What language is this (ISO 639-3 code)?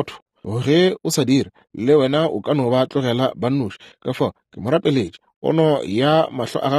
nso